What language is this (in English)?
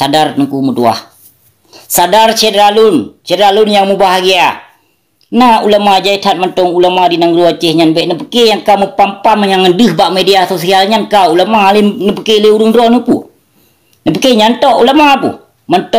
Achinese